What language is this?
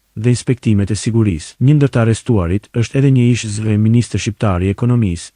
Albanian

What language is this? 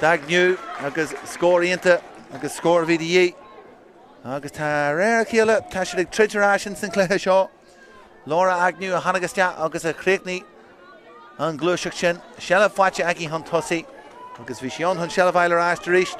Irish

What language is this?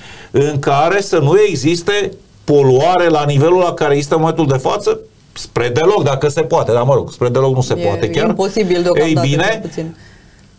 Romanian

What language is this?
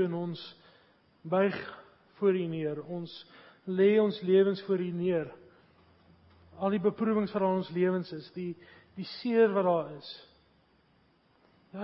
Afrikaans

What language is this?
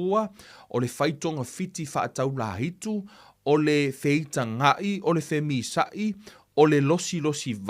Samoan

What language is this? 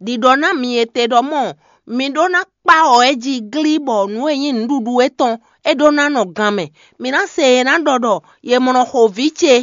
Fon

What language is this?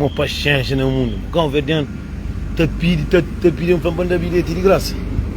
Kabuverdianu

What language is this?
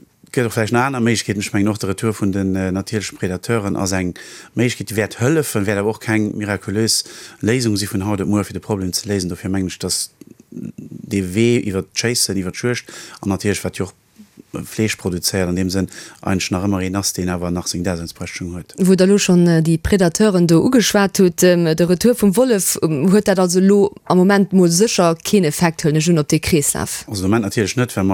Luxembourgish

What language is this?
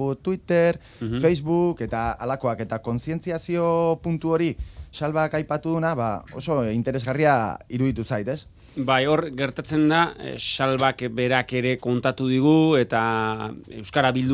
Basque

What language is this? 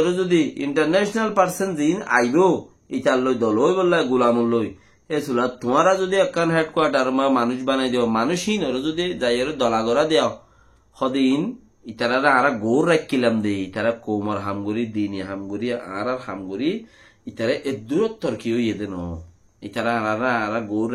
Rohingya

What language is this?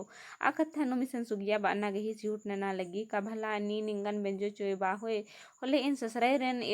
Kurukh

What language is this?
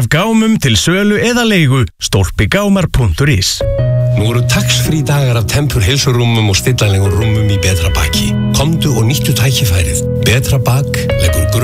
Icelandic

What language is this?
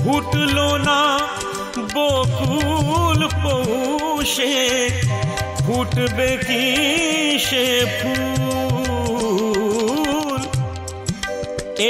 Bangla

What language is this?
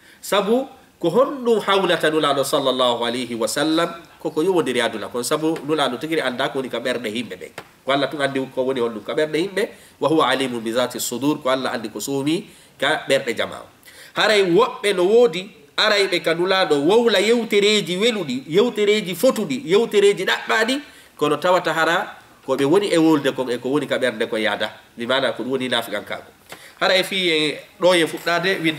Fula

